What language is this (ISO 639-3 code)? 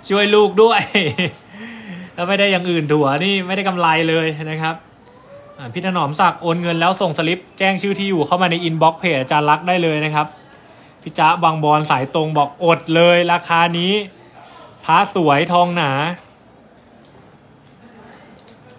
tha